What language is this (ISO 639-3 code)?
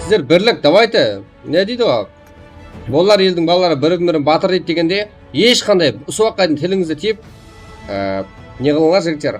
kaa